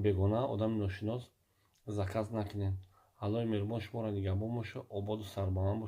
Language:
Tajik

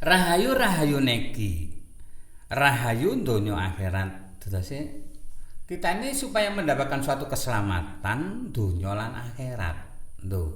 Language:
Javanese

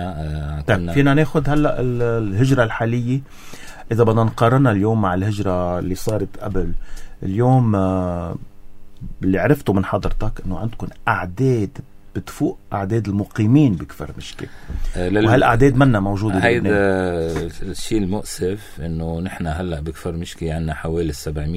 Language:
North Levantine Arabic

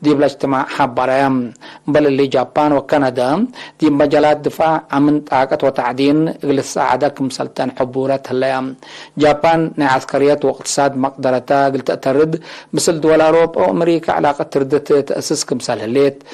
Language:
Tigre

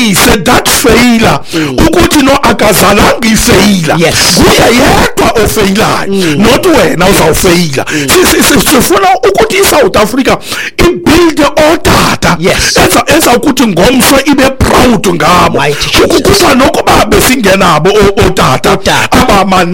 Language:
Xhosa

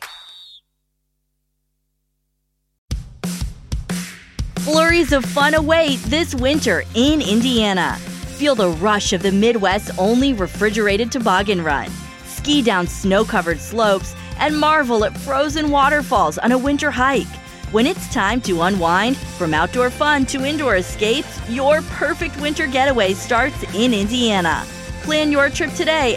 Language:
English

